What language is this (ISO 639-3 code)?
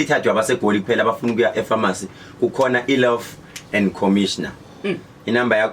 zul